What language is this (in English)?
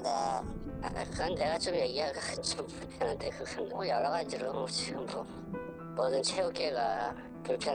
Korean